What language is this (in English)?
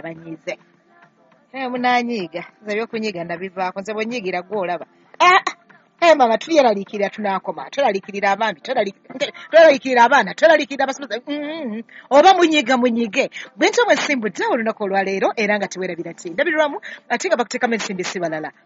Ganda